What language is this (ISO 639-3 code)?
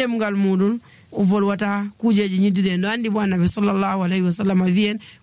fuv